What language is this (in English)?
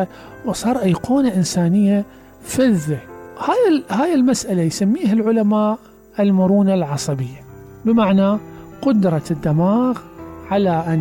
Mesopotamian Arabic